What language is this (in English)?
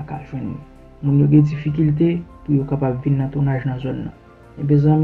Haitian Creole